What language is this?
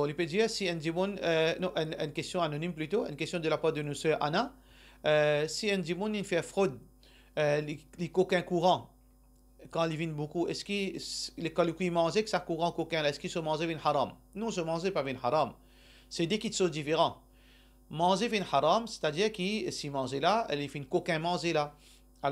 Morisyen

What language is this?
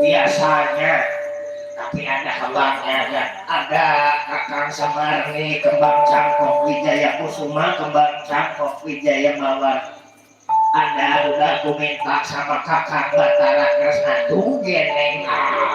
Betawi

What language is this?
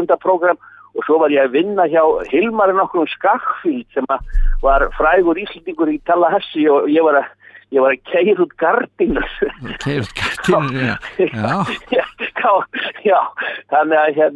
Icelandic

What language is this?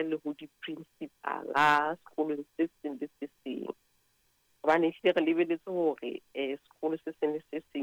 Southern Sotho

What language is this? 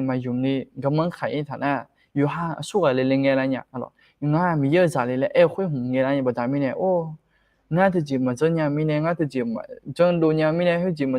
Akha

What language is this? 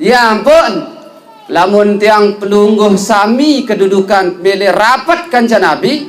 Sasak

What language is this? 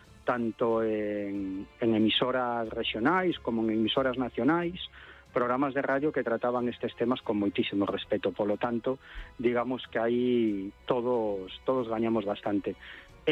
Galician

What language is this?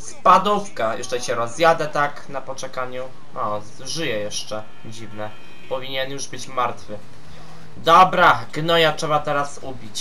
Polish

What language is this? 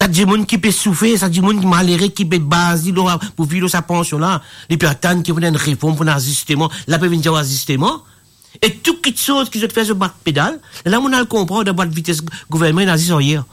Morisyen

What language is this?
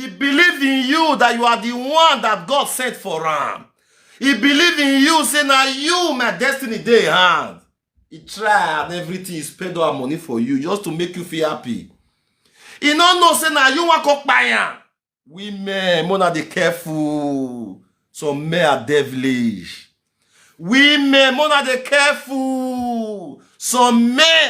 Nigerian Pidgin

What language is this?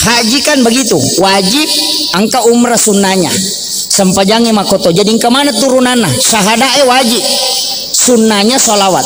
Buginese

